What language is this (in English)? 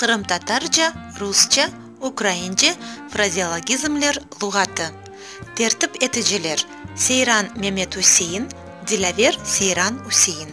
Crimean Tatar